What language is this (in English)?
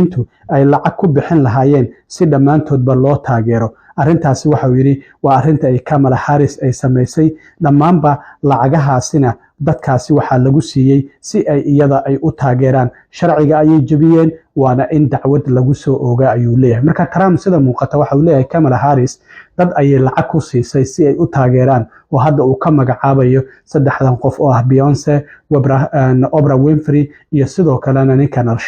Somali